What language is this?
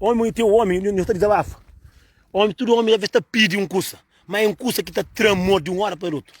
Kabuverdianu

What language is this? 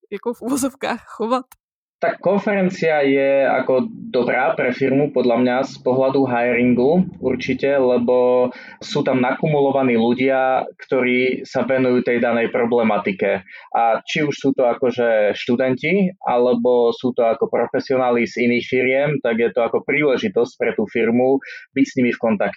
Slovak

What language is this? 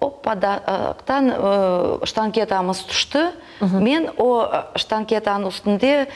Crimean Tatar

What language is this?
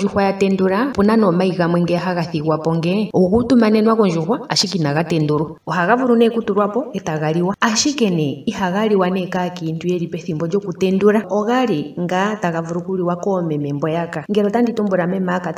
Ndonga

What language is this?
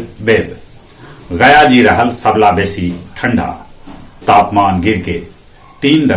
Magahi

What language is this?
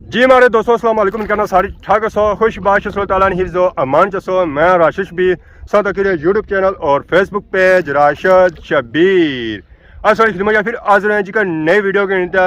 Pahari-Potwari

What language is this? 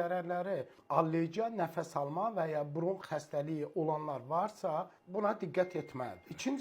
Azerbaijani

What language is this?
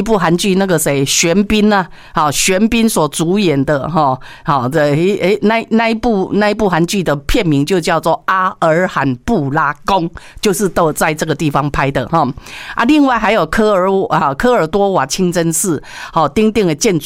Chinese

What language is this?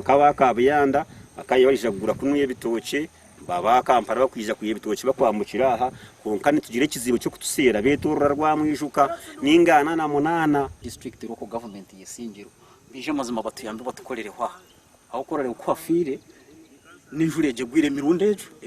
Nyankole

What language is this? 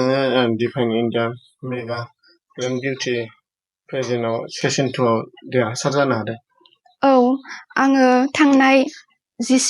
Bodo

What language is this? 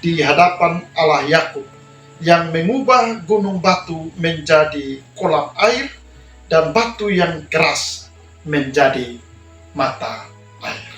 Kupang Malay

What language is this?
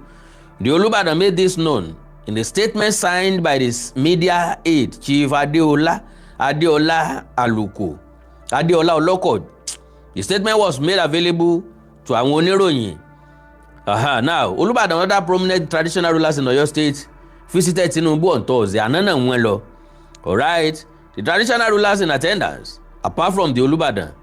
Yoruba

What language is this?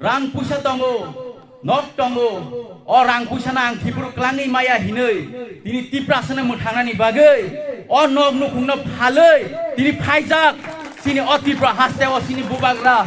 Kok Borok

